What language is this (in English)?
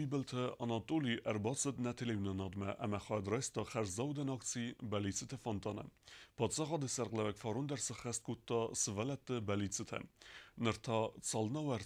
Ossetic